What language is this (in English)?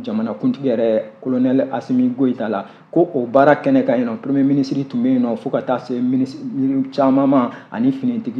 Bambara